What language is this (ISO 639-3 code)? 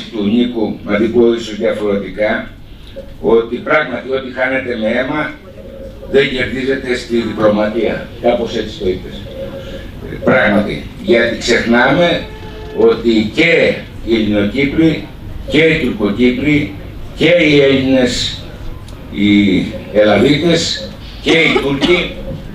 ell